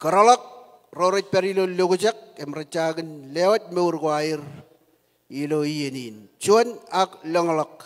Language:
Marshallese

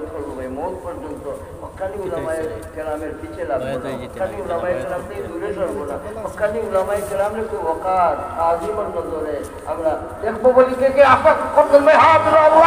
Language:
Sylheti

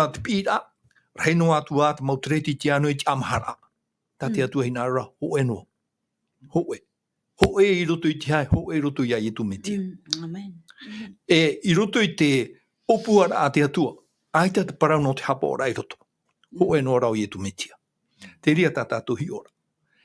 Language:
Tahitian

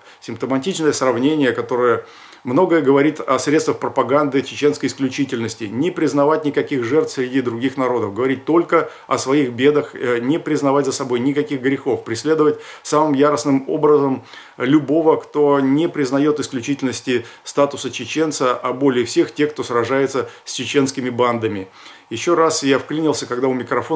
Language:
Russian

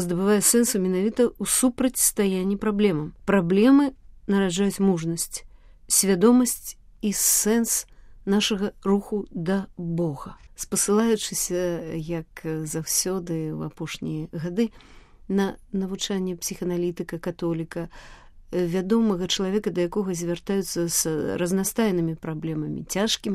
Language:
Belarusian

